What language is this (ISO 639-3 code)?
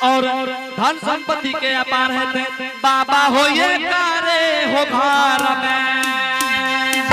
anp